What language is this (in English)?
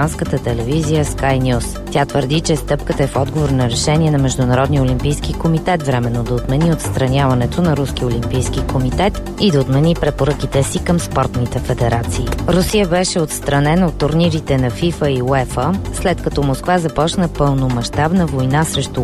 Bulgarian